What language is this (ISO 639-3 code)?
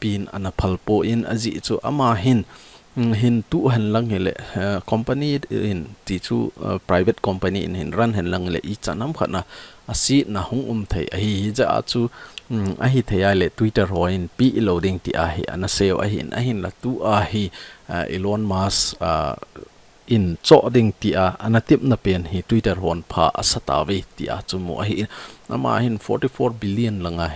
tcz